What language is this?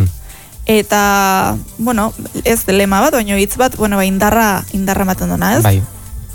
Basque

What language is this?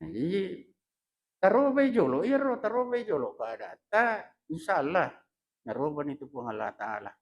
Buginese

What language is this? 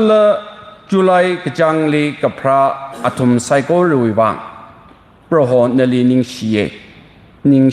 Tangkhul Naga (India)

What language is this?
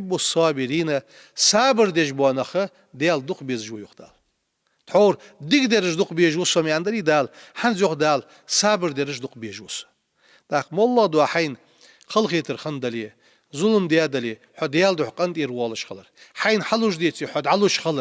Ingush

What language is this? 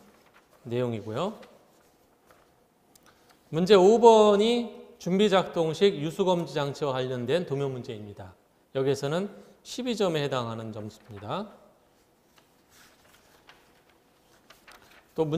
Korean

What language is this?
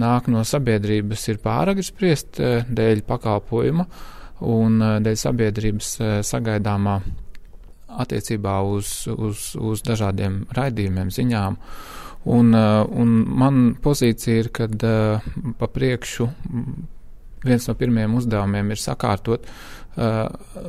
Latvian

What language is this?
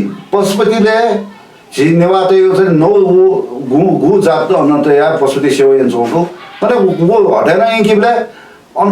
Newari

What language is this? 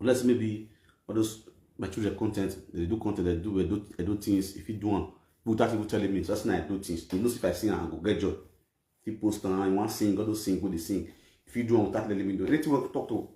Nigerian Pidgin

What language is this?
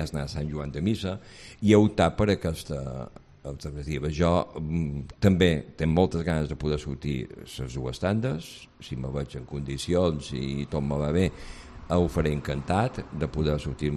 Catalan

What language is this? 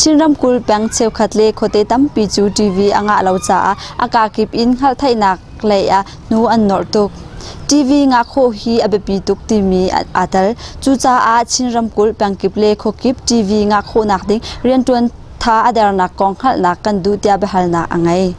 Hakha Chin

